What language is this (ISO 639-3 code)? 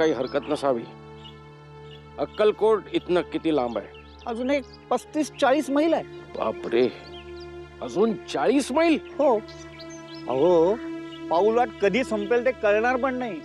mar